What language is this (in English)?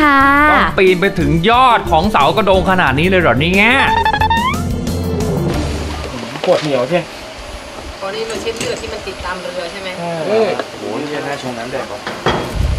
Thai